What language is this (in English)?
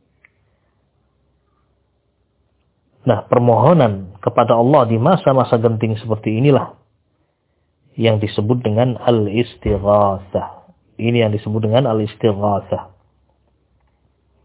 Indonesian